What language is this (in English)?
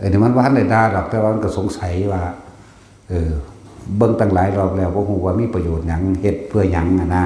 Northeastern Thai